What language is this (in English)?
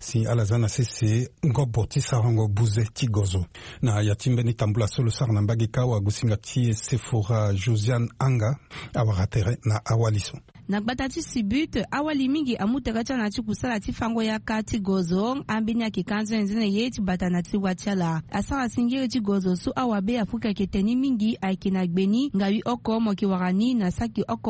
Sango